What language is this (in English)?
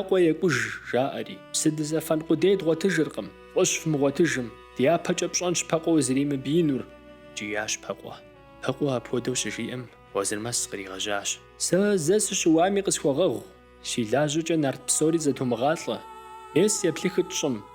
Kabardian